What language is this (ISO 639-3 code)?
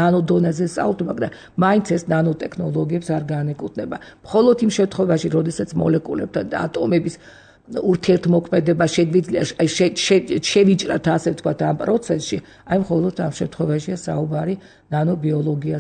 kat